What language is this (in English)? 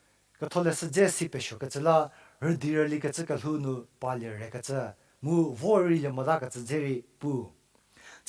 Angami Naga